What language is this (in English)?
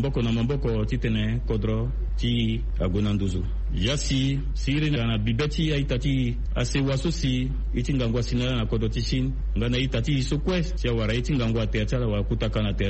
Sango